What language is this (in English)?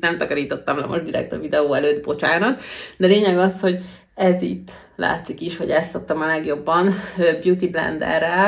Hungarian